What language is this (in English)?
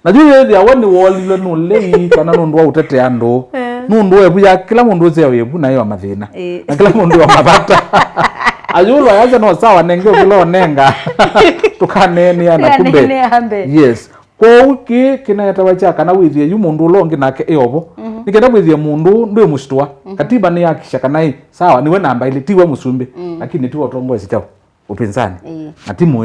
Kamba